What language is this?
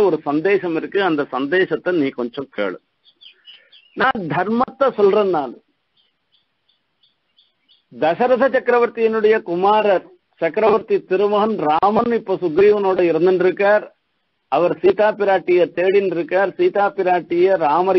Tamil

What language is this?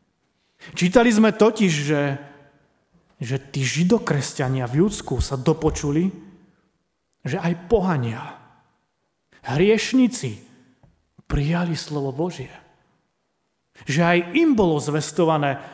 Slovak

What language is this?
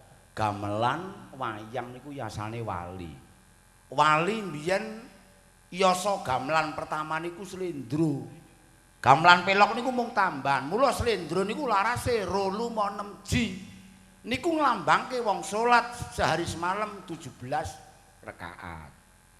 Javanese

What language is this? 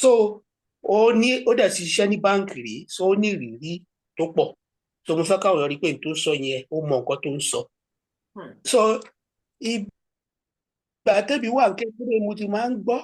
Yoruba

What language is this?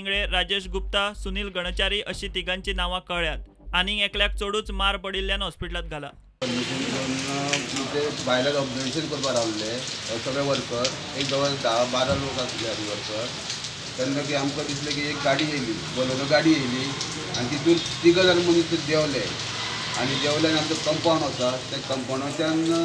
Konkani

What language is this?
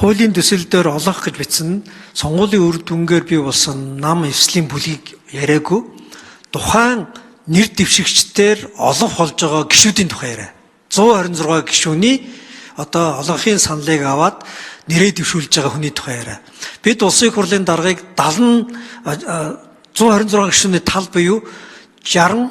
Mongolian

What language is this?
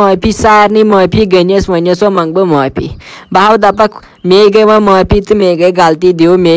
Kashmiri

